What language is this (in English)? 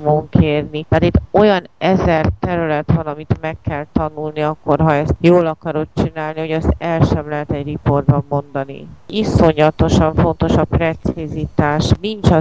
Hungarian